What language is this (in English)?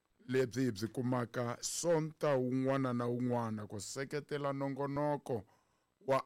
Tsonga